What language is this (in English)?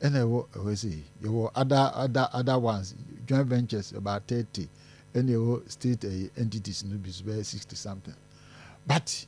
Akan